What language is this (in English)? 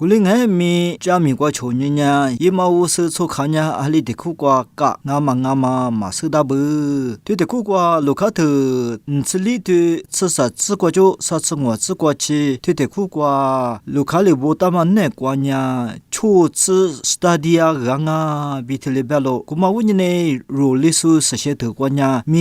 Lisu